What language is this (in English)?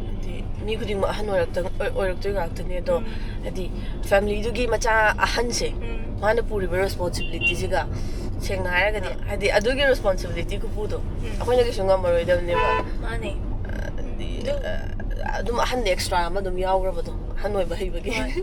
Manipuri